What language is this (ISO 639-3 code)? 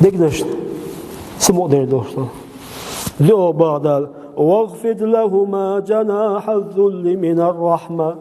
che